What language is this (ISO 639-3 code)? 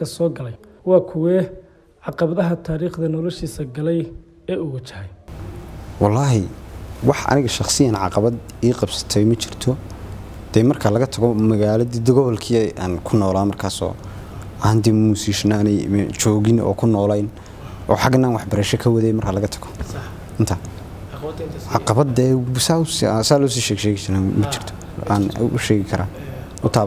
som